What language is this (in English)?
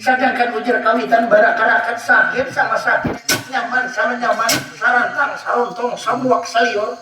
Banjar